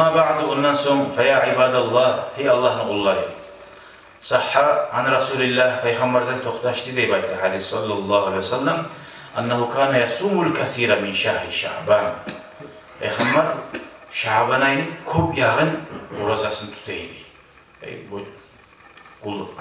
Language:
Kumyk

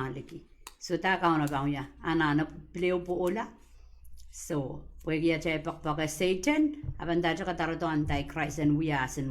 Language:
Pohnpeian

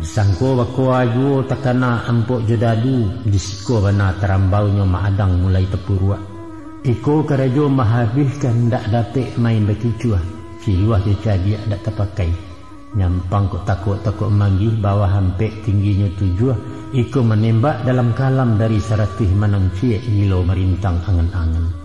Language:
Minangkabau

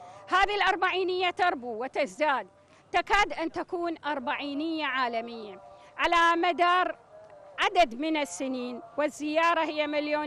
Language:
Arabic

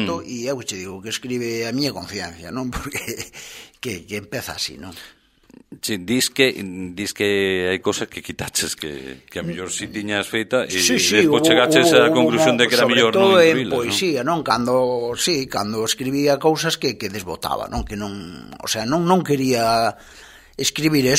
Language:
Galician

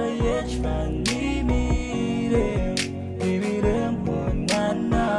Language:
Pohnpeian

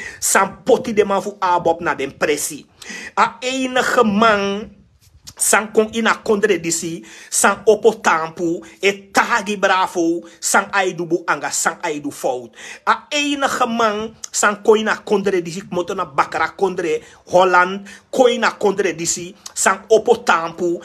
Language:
Sranan Tongo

